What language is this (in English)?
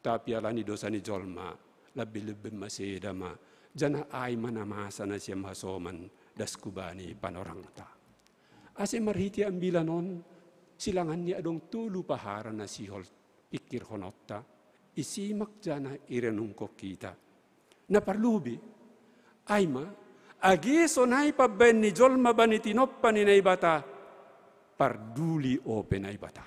Batak Simalungun